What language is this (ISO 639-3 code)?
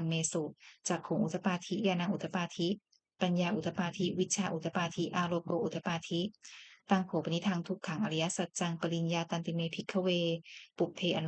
pli